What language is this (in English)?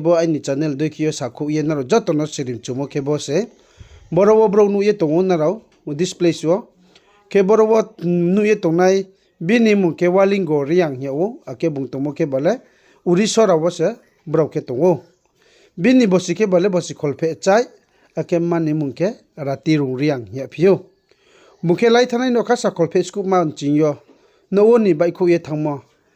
Riang (India)